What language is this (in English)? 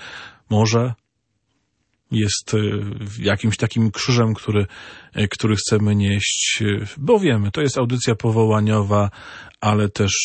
Polish